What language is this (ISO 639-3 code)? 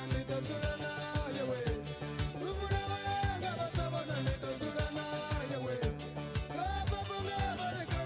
ven